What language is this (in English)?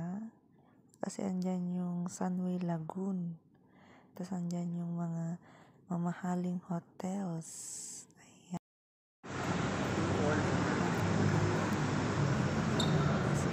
Filipino